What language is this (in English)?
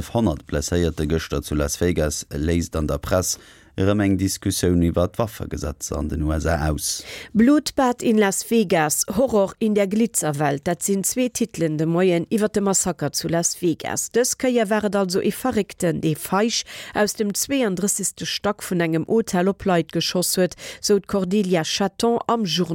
Luxembourgish